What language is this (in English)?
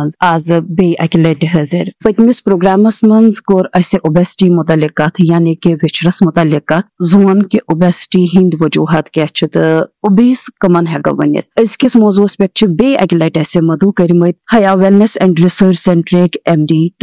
Kashmiri